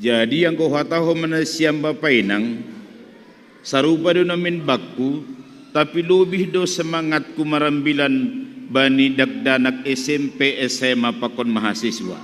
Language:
Batak Simalungun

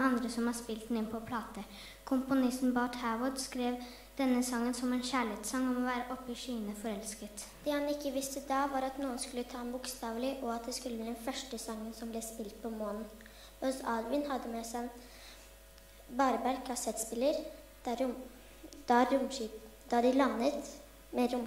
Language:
Norwegian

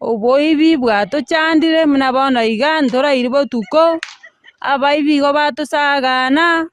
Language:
Gusii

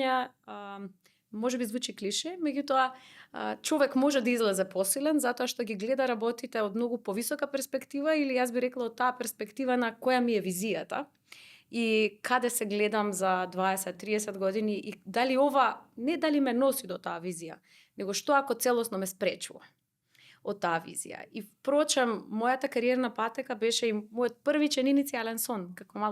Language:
Macedonian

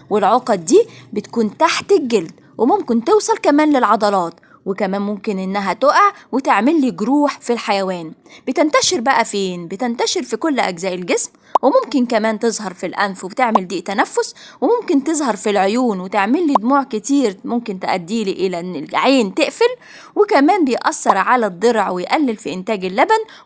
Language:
Egyptian Arabic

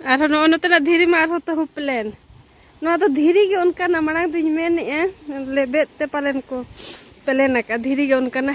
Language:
Santali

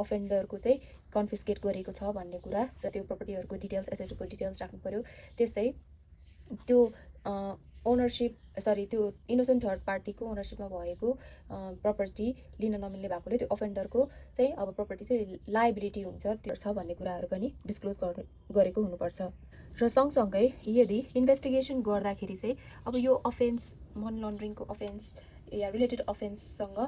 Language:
Nepali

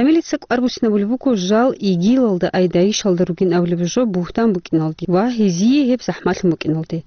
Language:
Avaric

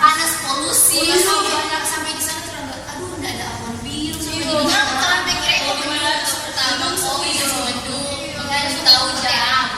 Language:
Manado Malay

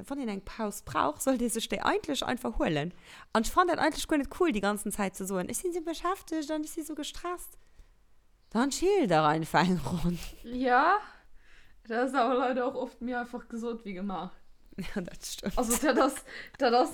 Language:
Luxembourgish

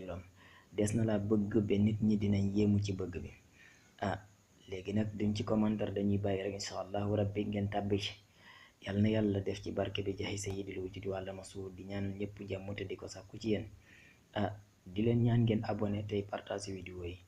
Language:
Wolof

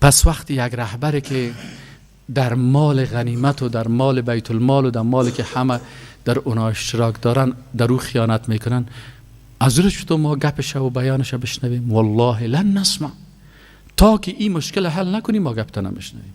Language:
Persian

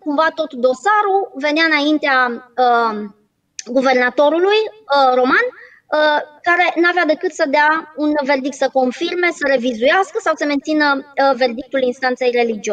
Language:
Romanian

